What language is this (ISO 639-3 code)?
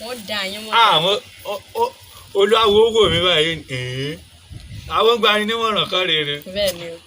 yor